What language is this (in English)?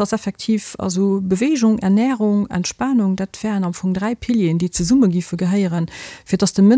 Luxembourgish